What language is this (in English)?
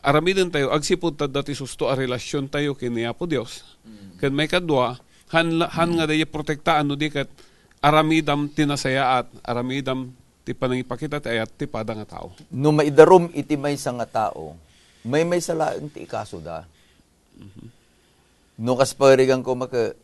Iloko